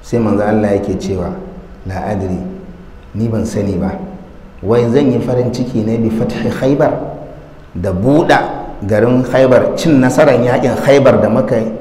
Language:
Hausa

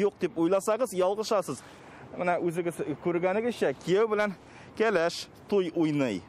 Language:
Tatar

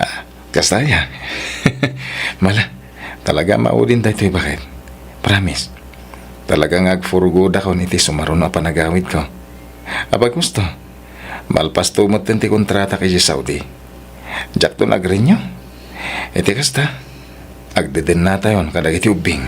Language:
Iloko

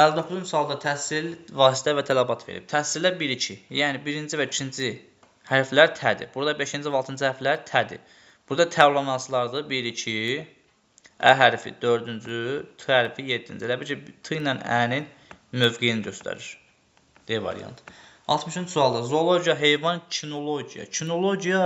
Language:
Azerbaijani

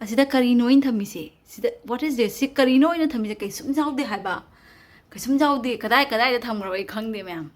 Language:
Manipuri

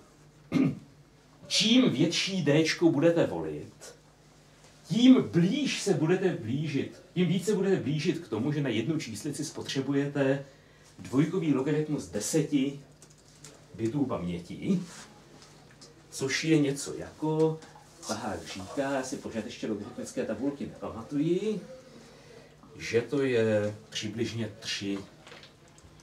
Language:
Czech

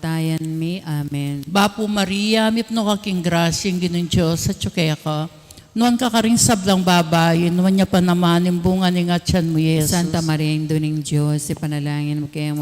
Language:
Pampanga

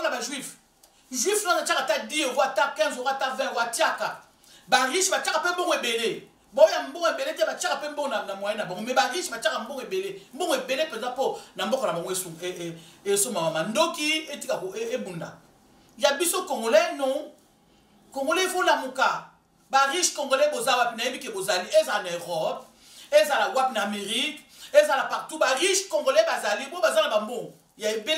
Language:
Lingala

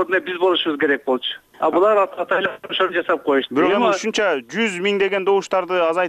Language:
Kyrgyz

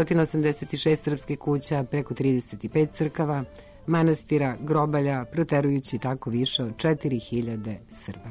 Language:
Serbian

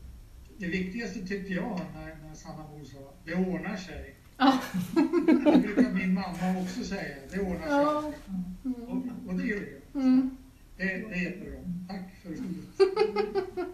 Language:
Swedish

